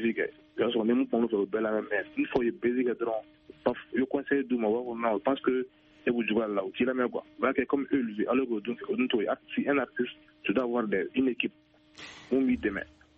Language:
Bambara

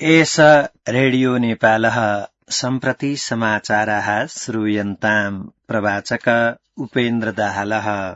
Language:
Sanskrit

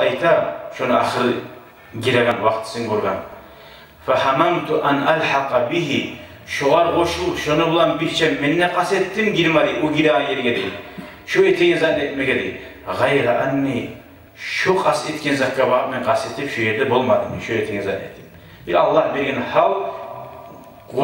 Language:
Kumyk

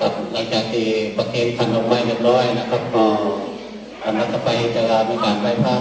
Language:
Pali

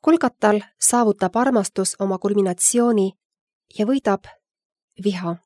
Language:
Estonian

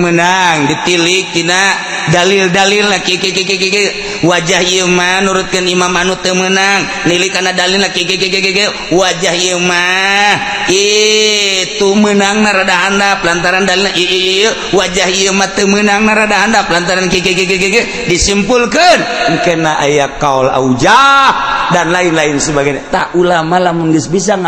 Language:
Sundanese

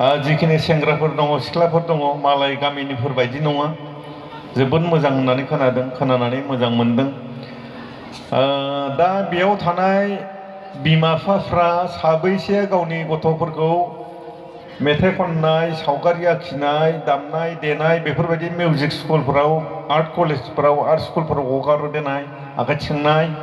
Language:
Bodo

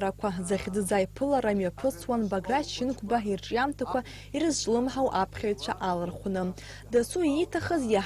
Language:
Abkhazian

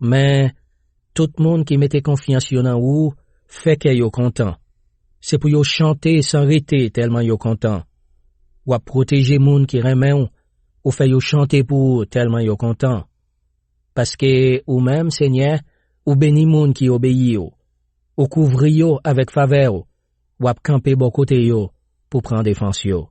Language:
Haitian Creole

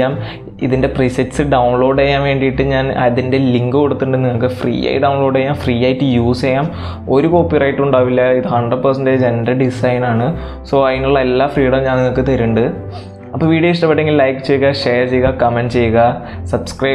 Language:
Malayalam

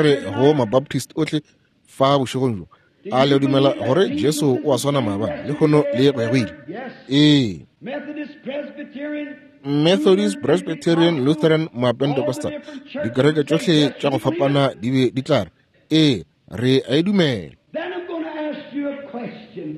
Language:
Northern Sotho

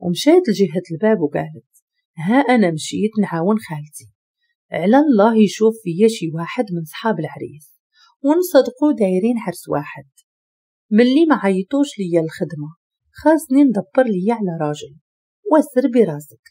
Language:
Moroccan Arabic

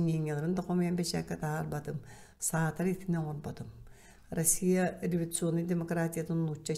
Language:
Yakut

